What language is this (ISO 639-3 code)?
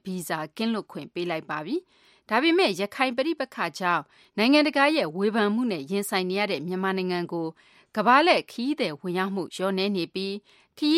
mya